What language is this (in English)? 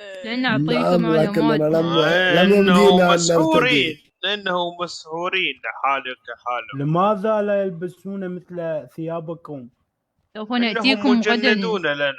Mesopotamian Arabic